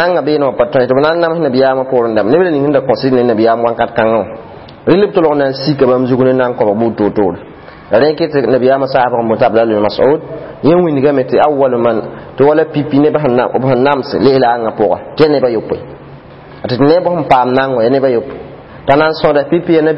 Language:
Mossi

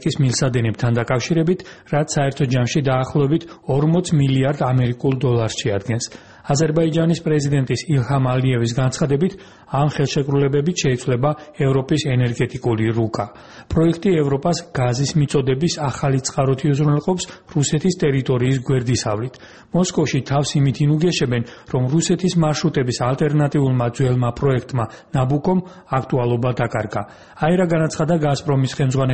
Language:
Georgian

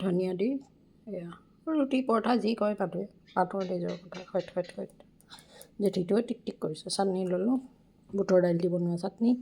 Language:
Assamese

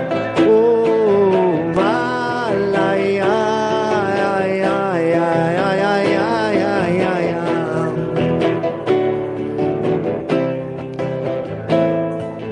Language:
Hebrew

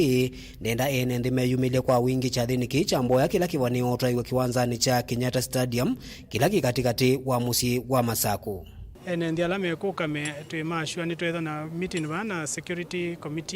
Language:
Kamba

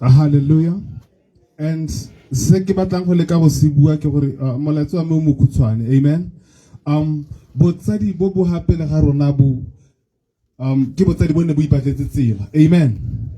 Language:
Tswana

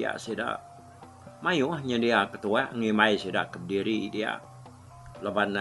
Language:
Iban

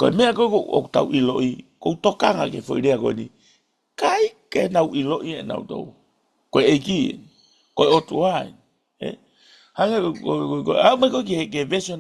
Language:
Tongan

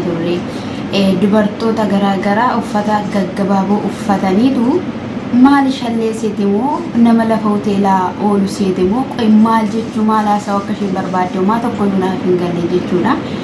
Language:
Oromo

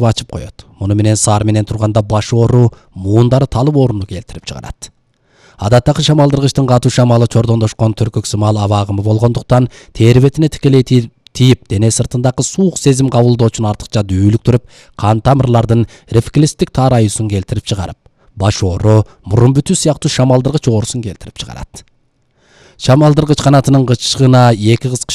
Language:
Kyrgyz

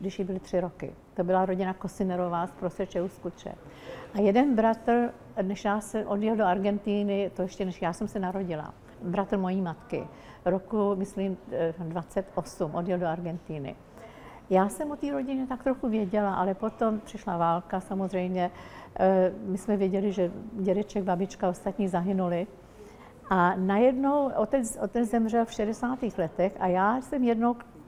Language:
Czech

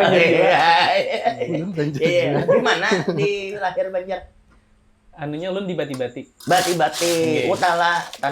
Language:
Banjar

